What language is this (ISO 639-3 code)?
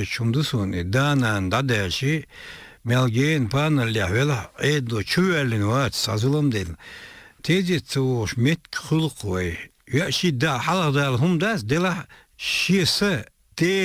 che